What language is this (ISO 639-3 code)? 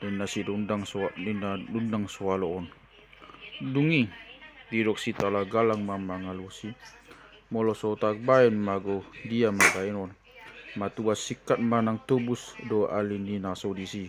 bbc